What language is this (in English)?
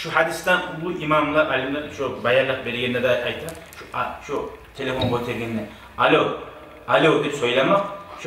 Kumyk